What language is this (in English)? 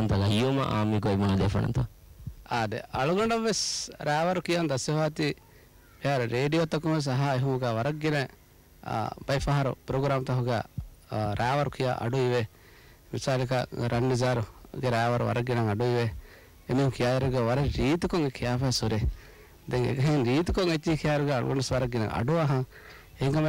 Divehi